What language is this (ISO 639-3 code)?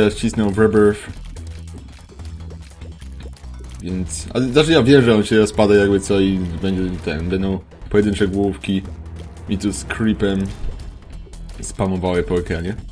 pol